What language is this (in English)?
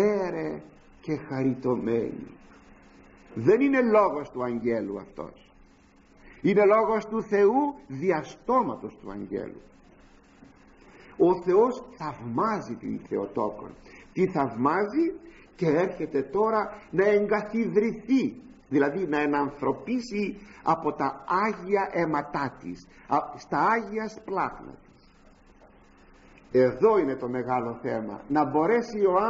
Greek